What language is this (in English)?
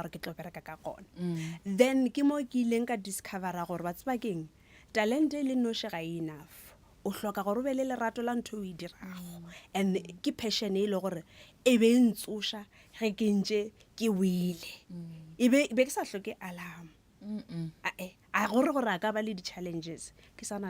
Northern Sotho